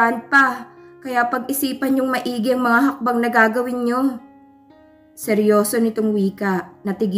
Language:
Filipino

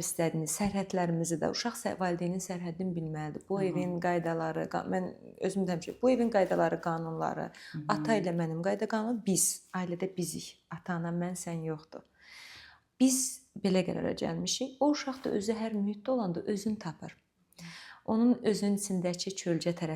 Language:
Azerbaijani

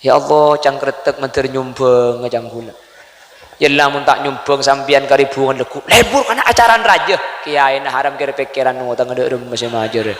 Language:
Madurese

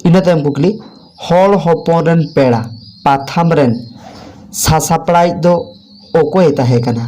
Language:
Santali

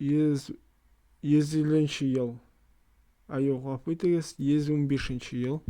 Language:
Tatar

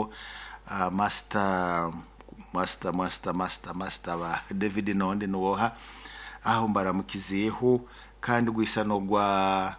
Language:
Nyoro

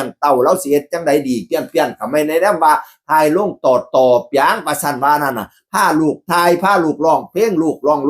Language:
Northeastern Thai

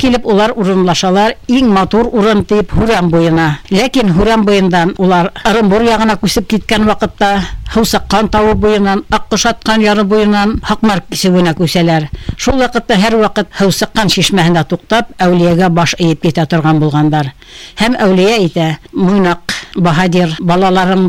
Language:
Bashkir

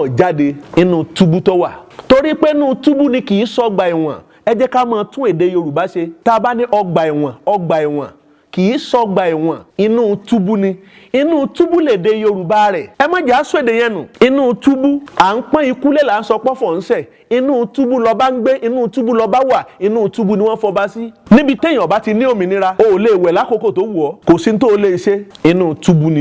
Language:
Yoruba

